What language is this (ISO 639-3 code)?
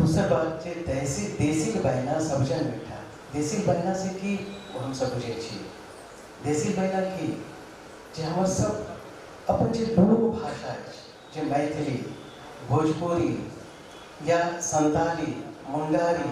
mai